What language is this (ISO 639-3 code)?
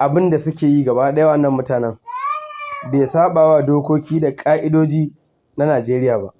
hau